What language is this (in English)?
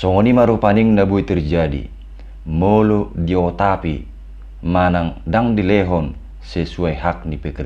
Batak Toba